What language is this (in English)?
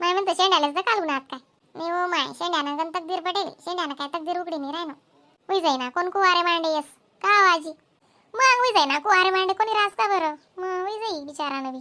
Khandesi